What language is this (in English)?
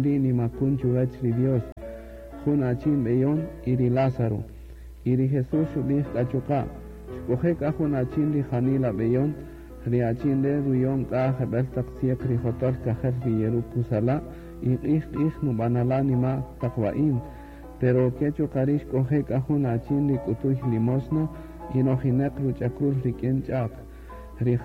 Kaqchikel